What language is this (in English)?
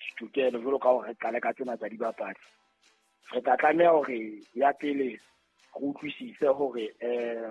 Southern Sotho